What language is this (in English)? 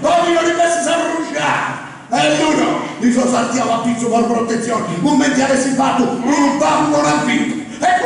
Sardinian